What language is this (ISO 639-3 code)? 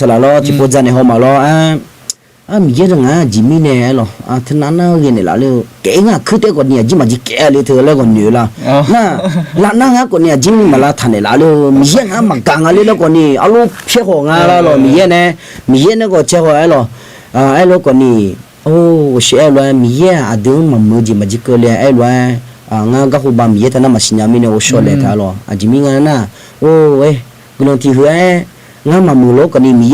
ahk